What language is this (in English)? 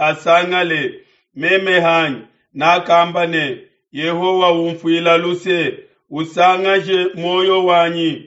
Luba-Lulua